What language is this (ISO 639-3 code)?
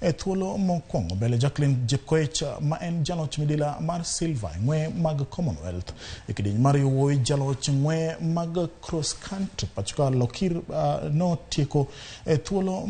luo